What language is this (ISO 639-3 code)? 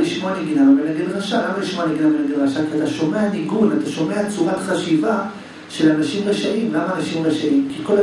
heb